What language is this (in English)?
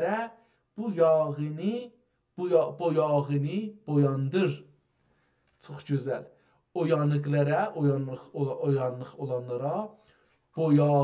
South Azerbaijani